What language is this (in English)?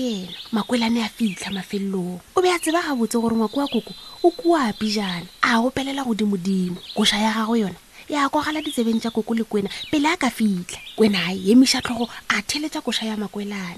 Northern Sotho